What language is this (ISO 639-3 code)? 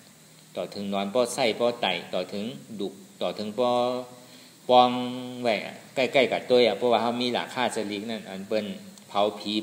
shn